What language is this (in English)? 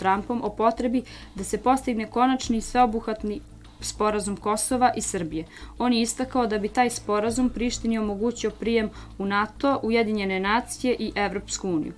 Serbian